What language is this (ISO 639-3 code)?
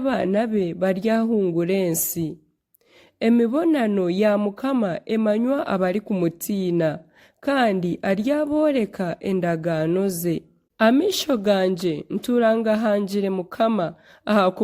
nyn